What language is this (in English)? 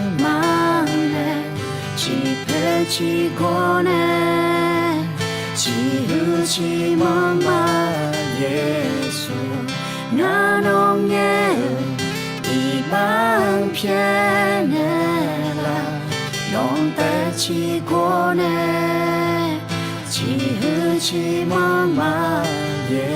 Akha